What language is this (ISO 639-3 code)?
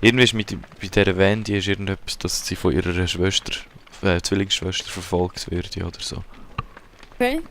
gsw